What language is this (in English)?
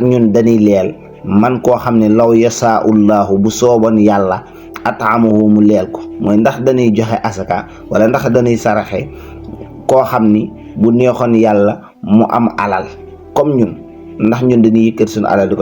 Wolof